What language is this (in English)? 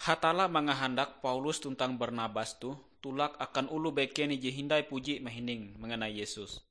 Ngaju